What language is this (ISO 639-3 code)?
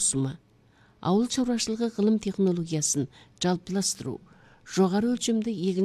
kaz